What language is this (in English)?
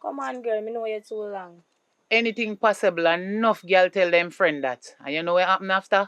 Jamaican Creole English